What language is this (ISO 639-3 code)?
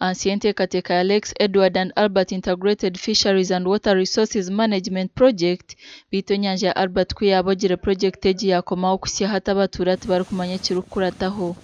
nyn